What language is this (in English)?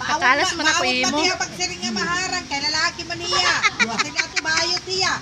Waray